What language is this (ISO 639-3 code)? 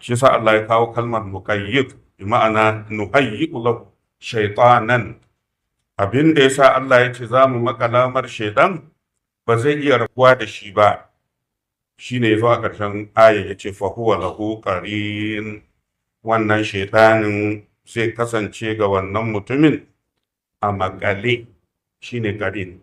hau